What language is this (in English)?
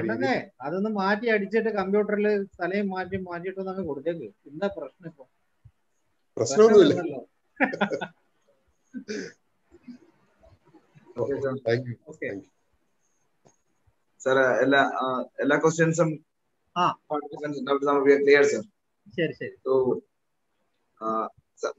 Malayalam